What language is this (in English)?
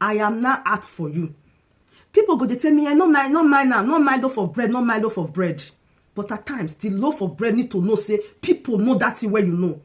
Nigerian Pidgin